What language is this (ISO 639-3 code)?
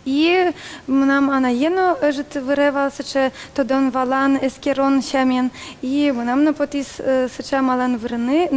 udm